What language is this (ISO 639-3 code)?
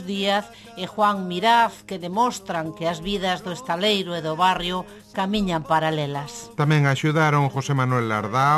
glg